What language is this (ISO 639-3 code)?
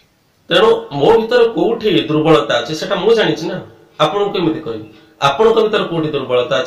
ori